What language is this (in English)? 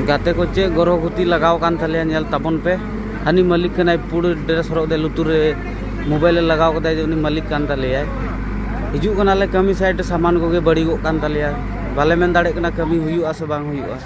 Santali